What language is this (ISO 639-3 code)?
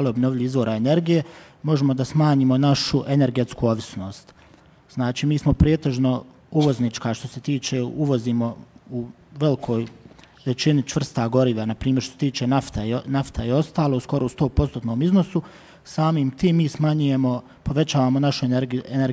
bos